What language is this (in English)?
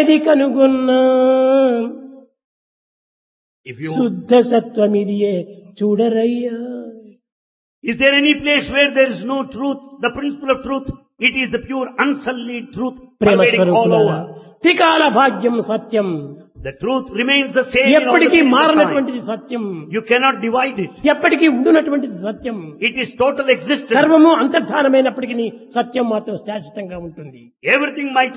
Telugu